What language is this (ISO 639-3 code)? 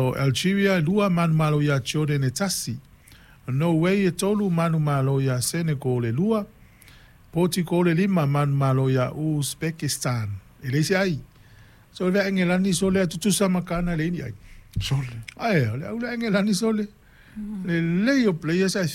smo